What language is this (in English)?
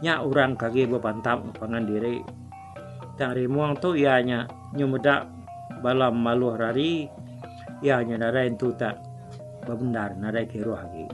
Iban